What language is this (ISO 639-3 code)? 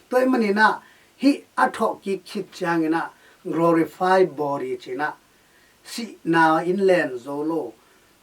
ctd